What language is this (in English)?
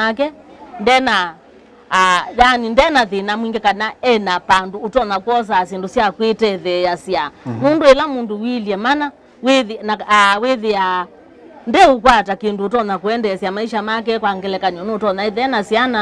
Kamba